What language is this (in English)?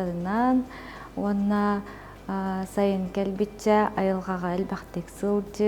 Yakut